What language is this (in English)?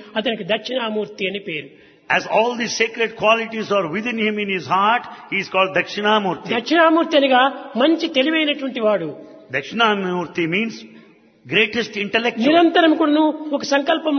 Telugu